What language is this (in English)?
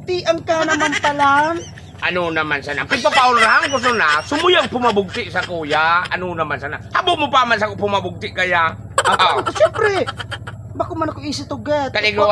Bikol